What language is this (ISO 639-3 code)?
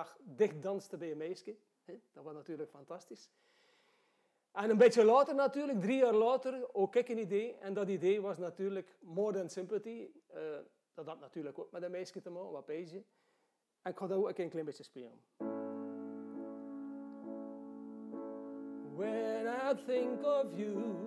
nld